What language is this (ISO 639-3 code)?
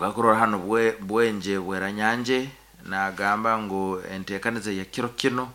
nyn